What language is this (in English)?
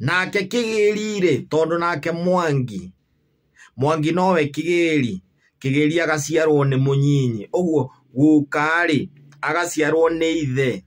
Kikuyu